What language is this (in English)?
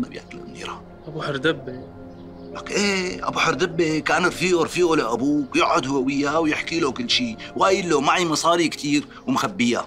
North Levantine Arabic